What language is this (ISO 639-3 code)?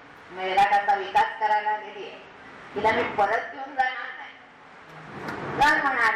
mar